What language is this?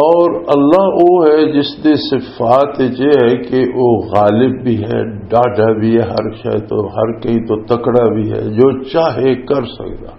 Western Panjabi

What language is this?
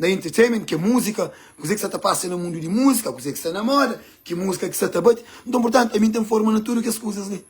Kabuverdianu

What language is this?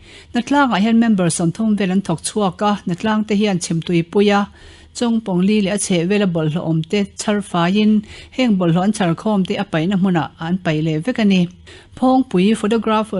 Mizo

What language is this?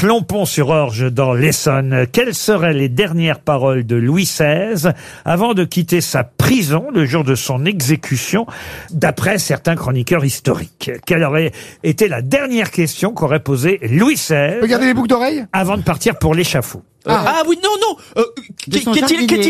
French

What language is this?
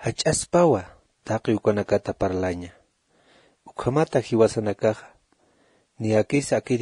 Aymara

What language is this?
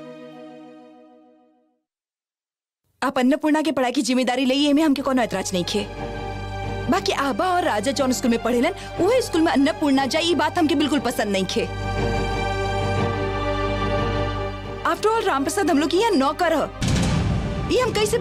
Bhojpuri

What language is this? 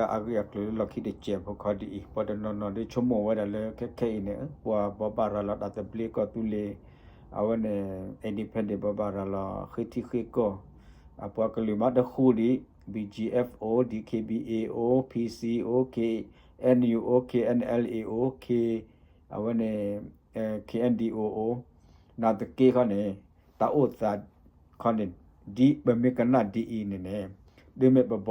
S'gaw Karen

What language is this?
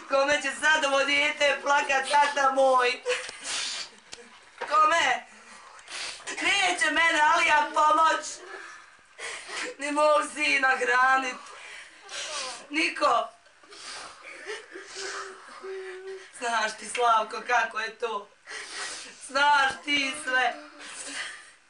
Bosnian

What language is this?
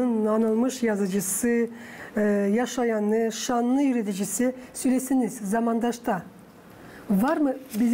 Gagauz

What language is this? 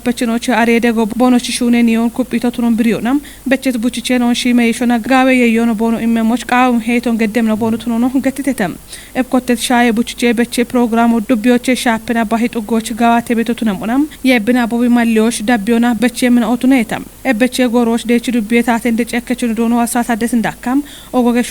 Kafa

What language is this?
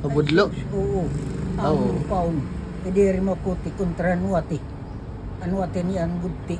Waray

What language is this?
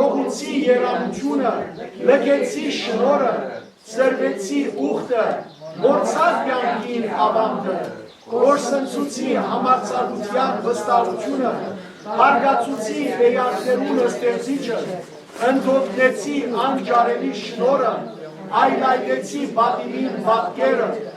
Western Armenian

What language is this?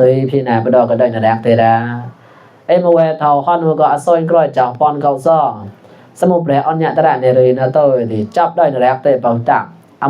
Mon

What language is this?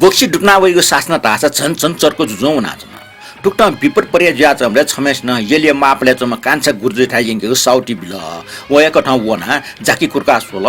Newari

